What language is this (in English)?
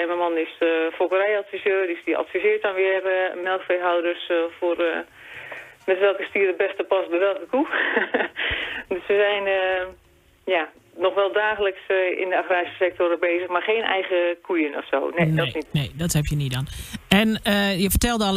Dutch